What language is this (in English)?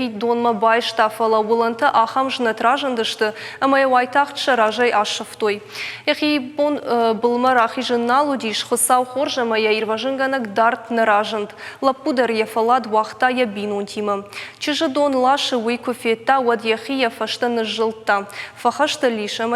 Ossetic